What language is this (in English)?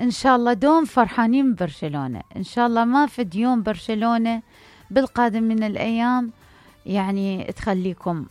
Mesopotamian Arabic